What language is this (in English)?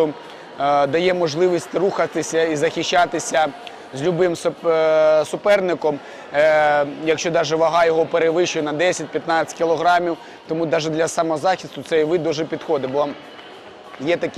Ukrainian